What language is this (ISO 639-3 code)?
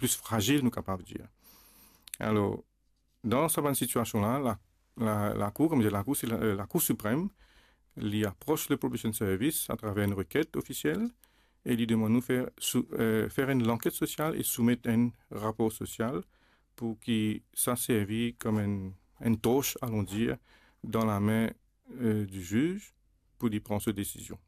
mfe